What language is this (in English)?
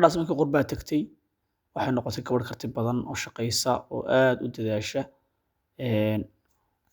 Somali